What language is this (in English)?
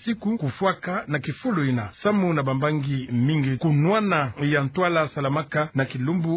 Kituba (Democratic Republic of Congo)